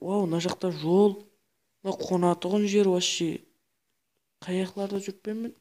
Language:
Kara-Kalpak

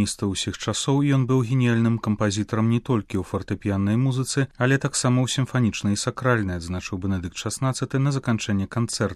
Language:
Belarusian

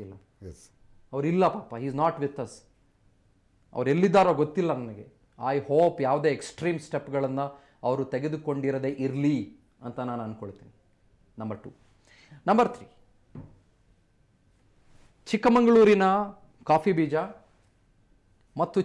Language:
Kannada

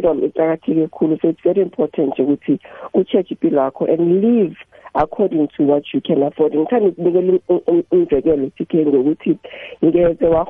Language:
South Ndebele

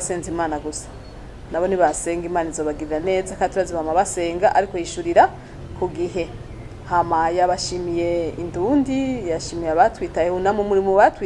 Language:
Rundi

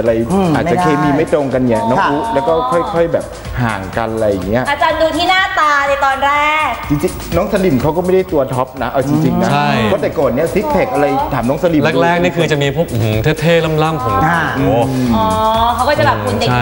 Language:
Thai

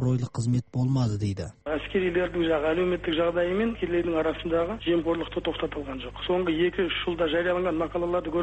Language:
Kazakh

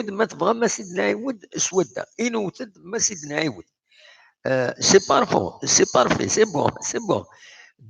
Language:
Kabyle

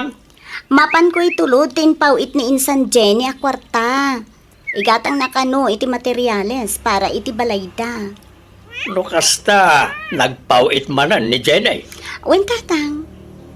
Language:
Iloko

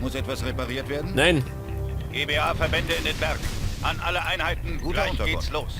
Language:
Bavarian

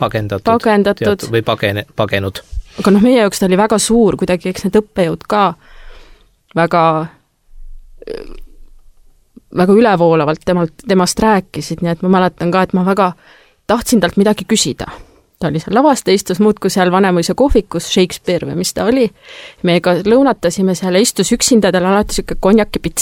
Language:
Estonian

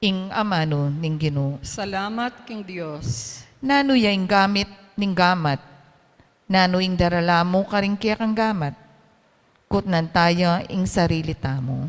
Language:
Pampanga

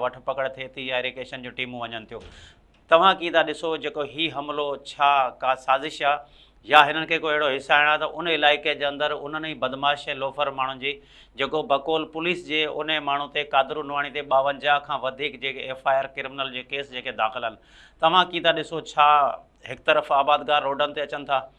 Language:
Sindhi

